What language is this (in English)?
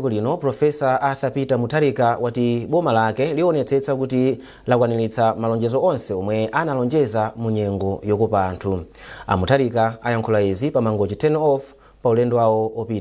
Nyanja